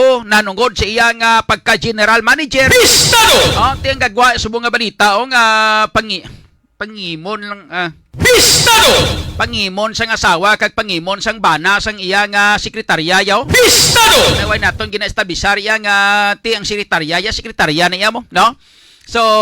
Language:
Hiligaynon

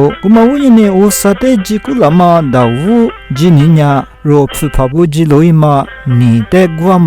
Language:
Lisu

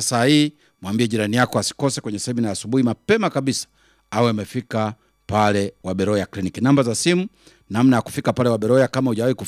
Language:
Swahili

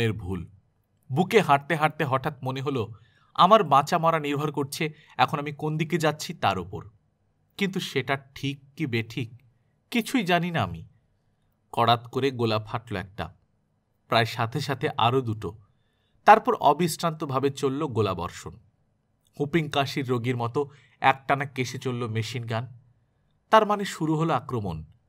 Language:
Bangla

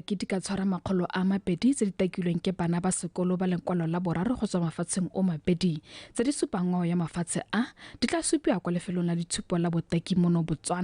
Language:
Tswana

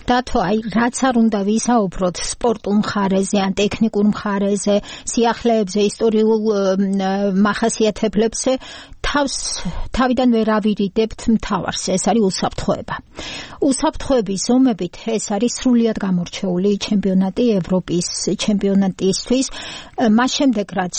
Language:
Georgian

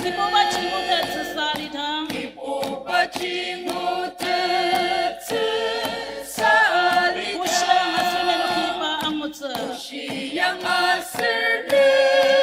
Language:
Ao Naga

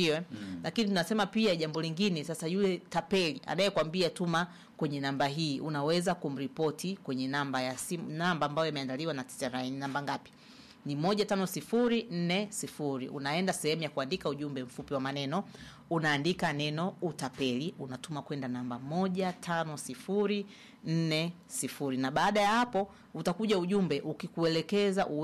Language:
Swahili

